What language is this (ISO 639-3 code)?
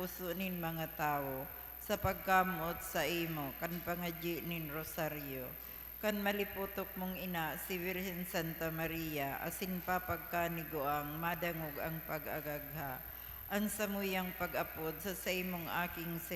bik